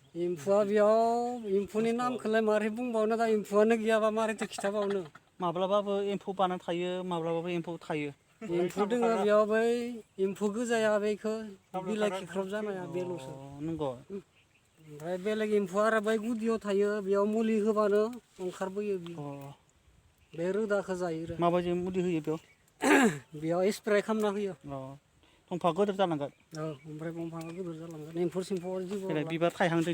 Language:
Bodo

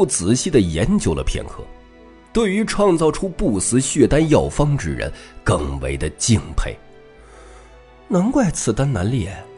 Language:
Chinese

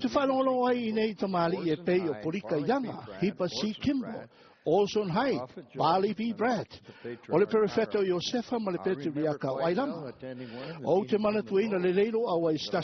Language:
Samoan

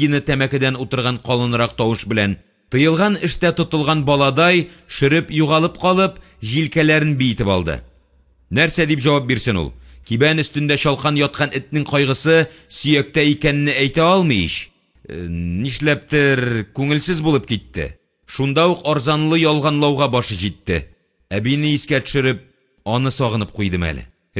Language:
Tatar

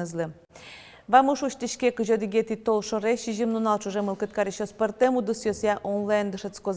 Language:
Udmurt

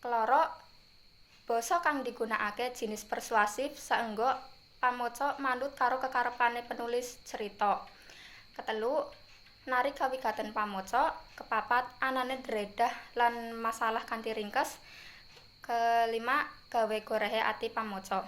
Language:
Javanese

